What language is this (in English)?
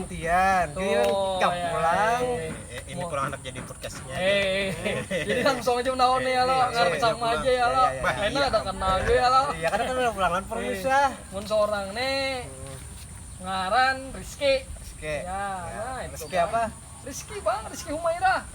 Banjar